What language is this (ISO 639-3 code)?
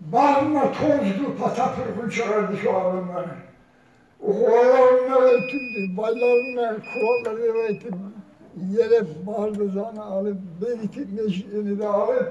kum